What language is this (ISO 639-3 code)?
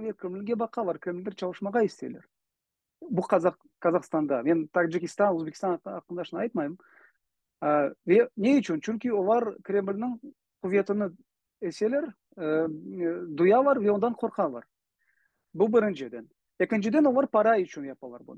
crh